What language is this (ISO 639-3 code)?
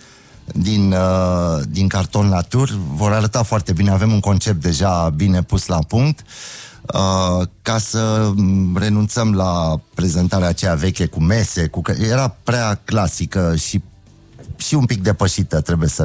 ron